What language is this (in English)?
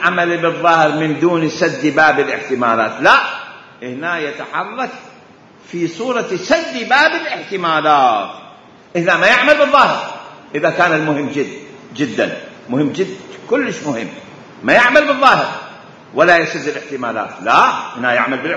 Mesopotamian Arabic